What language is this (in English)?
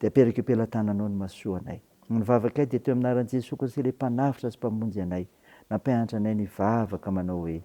Malagasy